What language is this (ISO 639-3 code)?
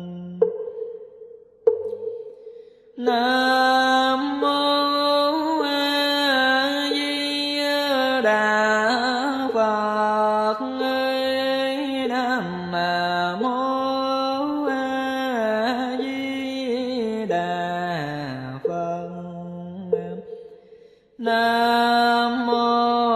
vie